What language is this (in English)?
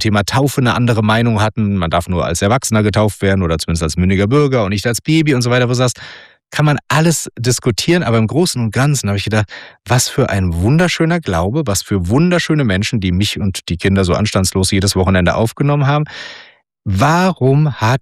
German